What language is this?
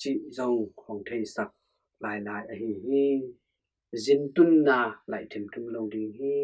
Tedim Chin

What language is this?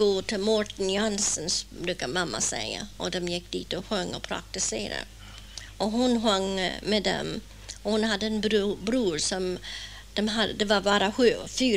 Swedish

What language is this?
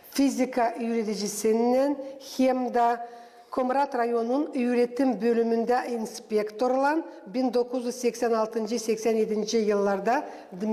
Gagauz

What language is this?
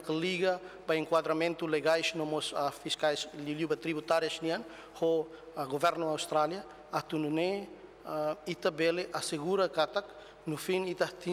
Tetum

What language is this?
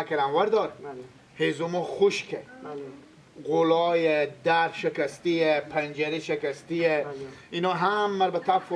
Persian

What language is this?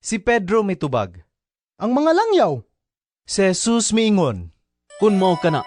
Cebuano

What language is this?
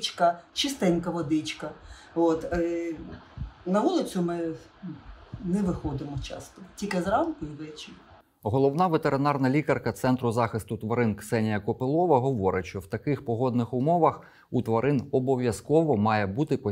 Ukrainian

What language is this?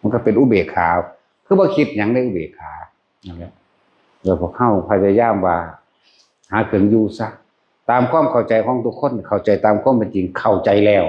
Northeastern Thai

